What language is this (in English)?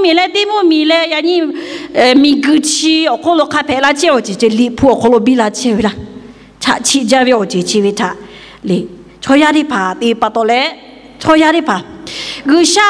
Lahu